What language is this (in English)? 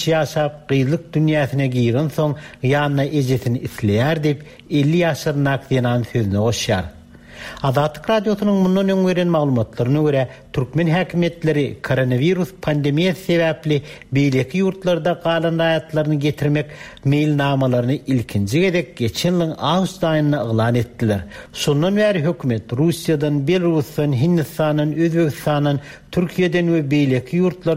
Turkmen